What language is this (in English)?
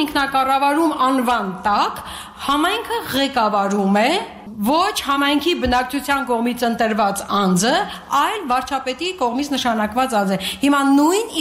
Armenian